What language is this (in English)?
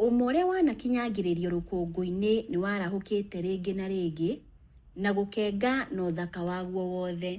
Kikuyu